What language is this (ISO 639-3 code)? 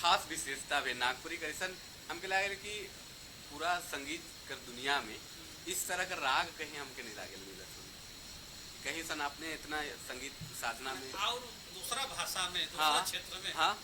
sck